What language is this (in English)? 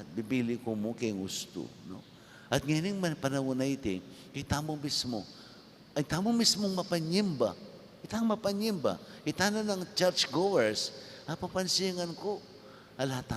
Pampanga